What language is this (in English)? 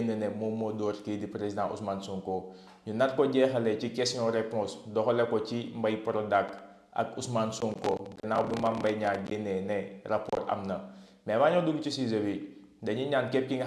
Wolof